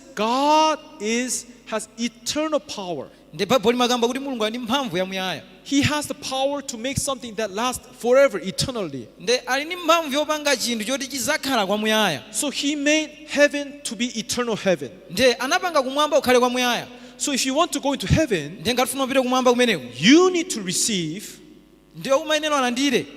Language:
Nyanja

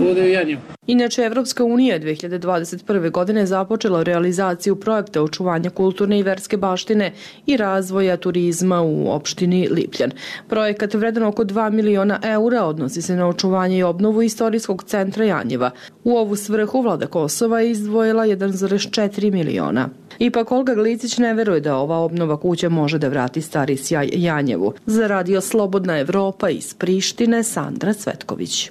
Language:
Serbian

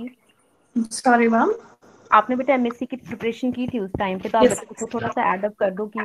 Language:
Hindi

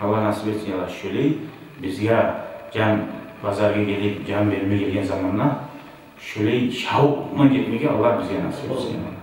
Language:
Kumyk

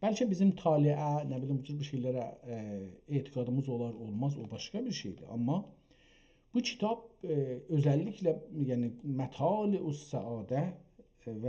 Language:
South Azerbaijani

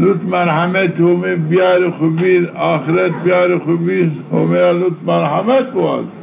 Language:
Zaza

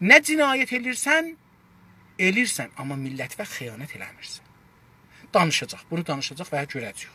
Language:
South Azerbaijani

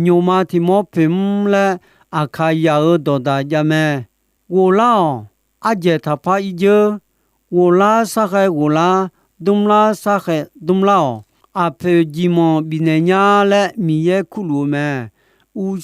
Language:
Akha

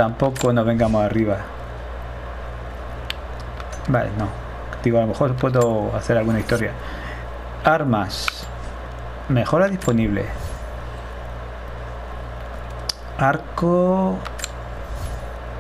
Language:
Spanish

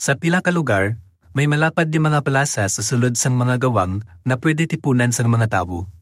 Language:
Hiligaynon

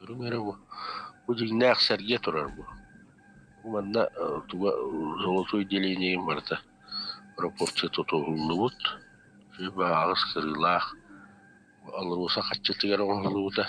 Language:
Yakut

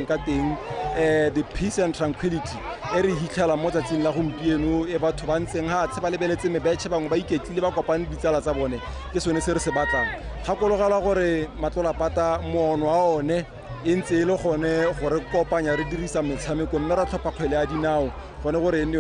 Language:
Tswana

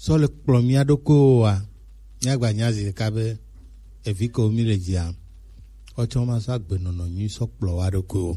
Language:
Gen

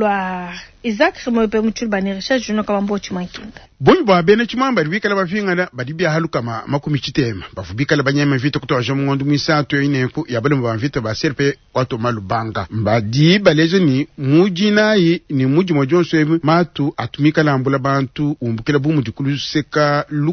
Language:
Luba-Lulua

